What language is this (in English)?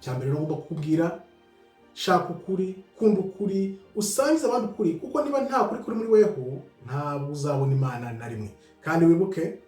Kinyarwanda